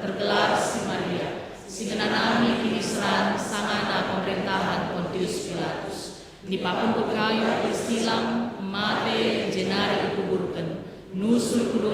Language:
Batak Karo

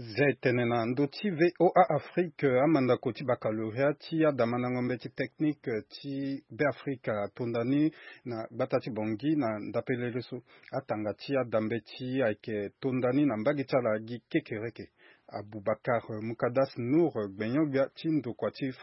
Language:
Sango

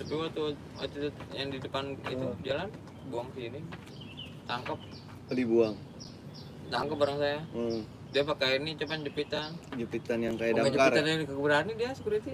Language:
Betawi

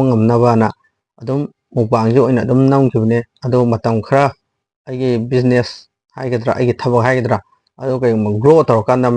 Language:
Manipuri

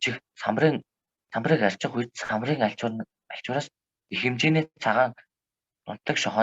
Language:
Mongolian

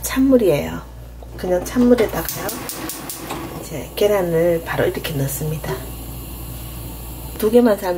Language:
Korean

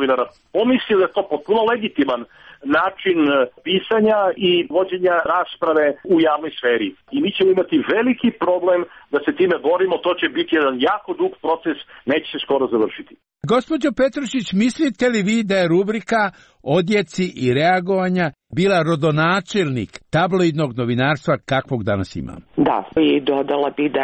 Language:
Serbian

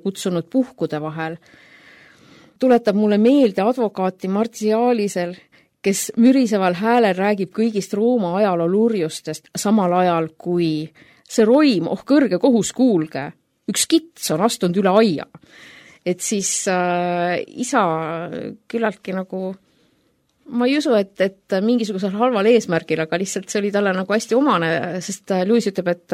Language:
Estonian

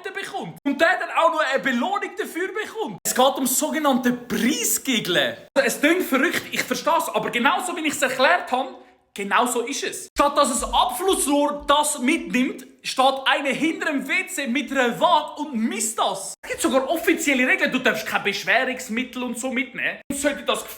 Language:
Swiss German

